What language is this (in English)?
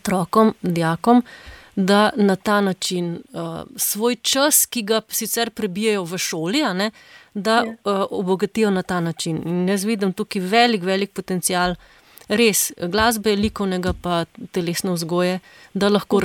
Slovenian